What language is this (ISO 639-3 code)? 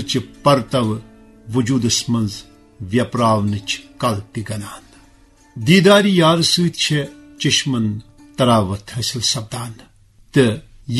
kas